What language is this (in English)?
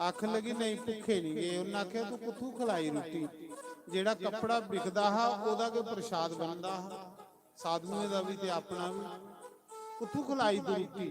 Dogri